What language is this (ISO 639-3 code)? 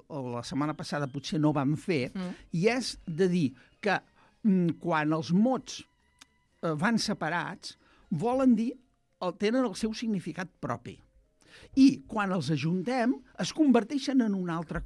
cat